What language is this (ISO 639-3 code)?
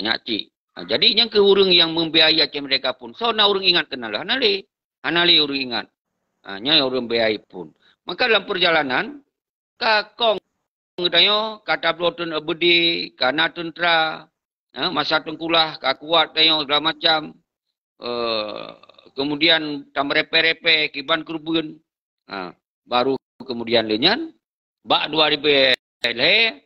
ace